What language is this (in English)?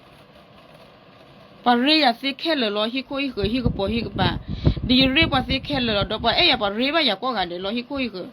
S'gaw Karen